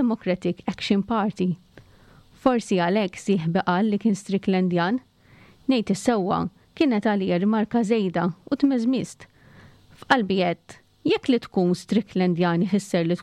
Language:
Maltese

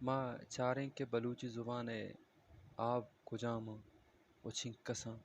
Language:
Baluchi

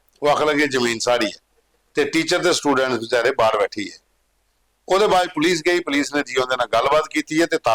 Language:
Dogri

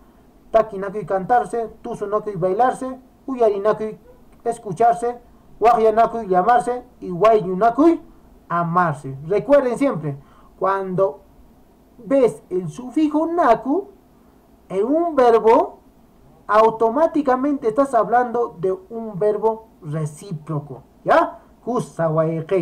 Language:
Quechua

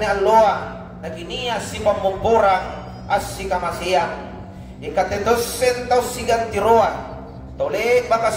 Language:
Makasar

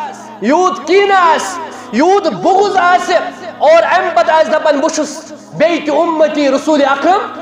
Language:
Kashmiri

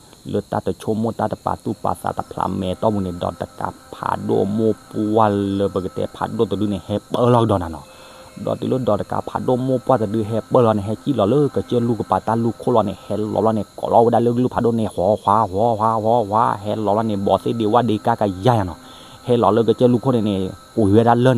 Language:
S'gaw Karen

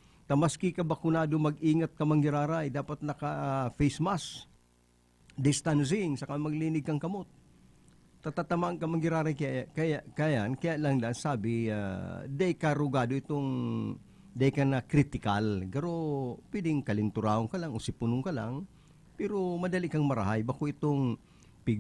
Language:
Bikol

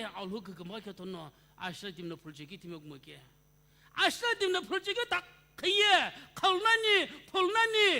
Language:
Sumi Naga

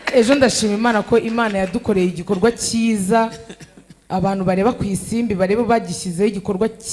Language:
Kinyarwanda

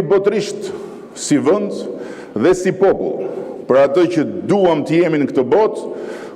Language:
Albanian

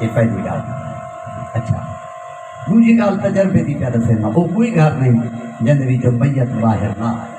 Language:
Saraiki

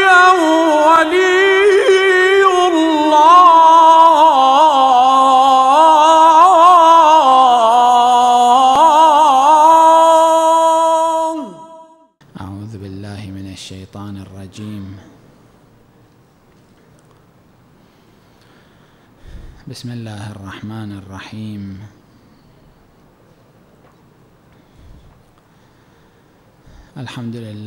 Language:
Arabic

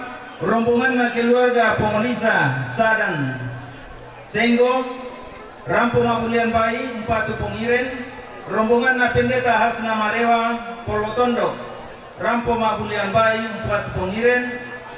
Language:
Toraja-Sa'dan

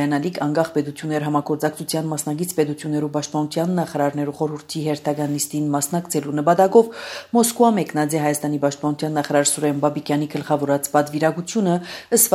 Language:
Armenian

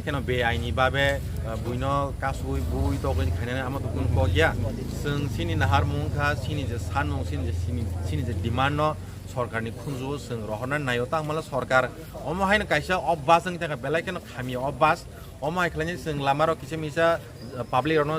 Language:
Kok Borok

